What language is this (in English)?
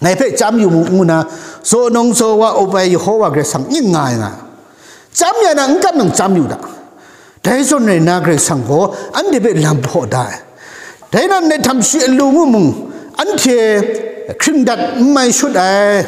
Kachin